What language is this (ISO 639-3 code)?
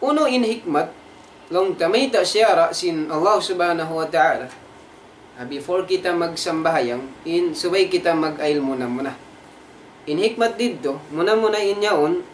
tsg